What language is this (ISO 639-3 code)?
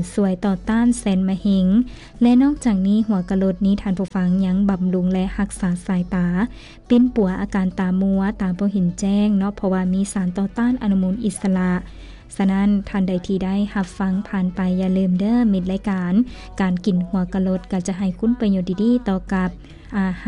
lao